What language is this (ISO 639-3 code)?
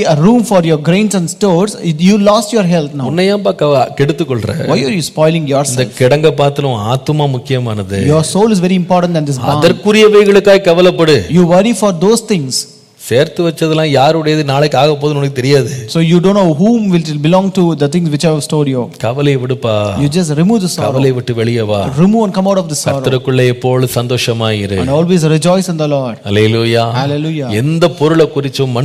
tam